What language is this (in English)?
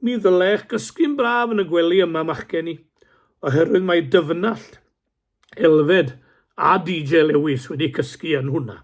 Welsh